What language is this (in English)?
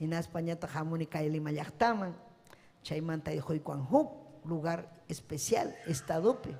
Ayacucho Quechua